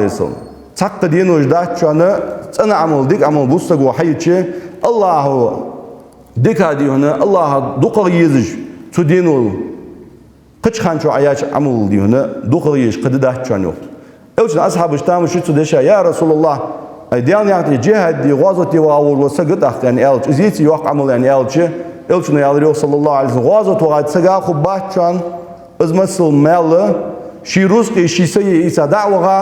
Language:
Ingush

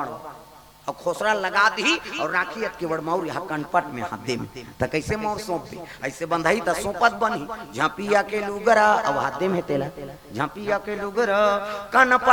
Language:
Chhattisgarhi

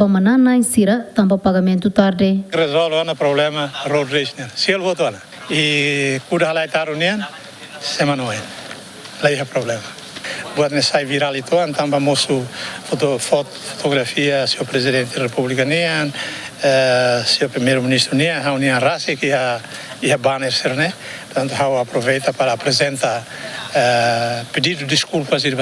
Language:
Tetum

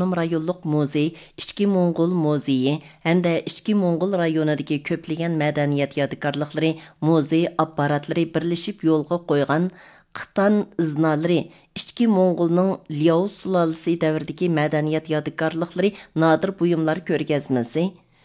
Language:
Uyghur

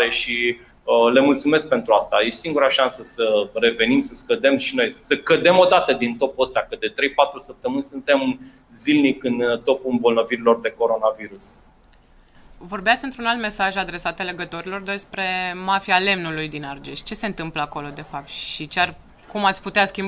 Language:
Romanian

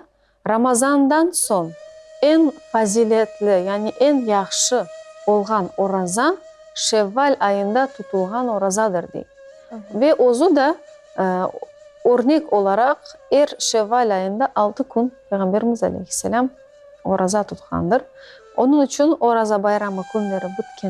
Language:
Crimean Tatar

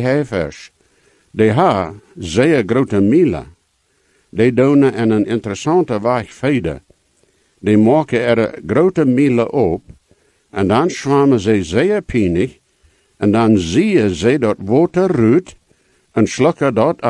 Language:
Plautdietsch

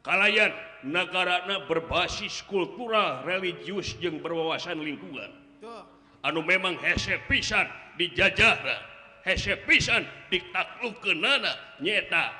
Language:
Sundanese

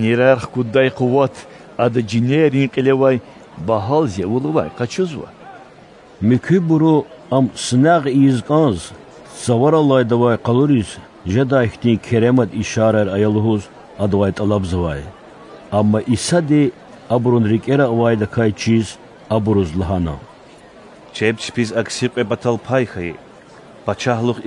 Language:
Lezghian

